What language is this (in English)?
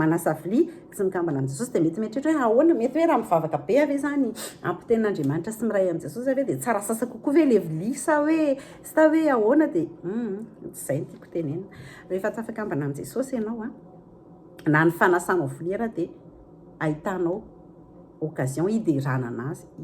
Malagasy